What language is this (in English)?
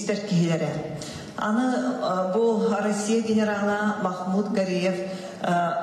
Yakut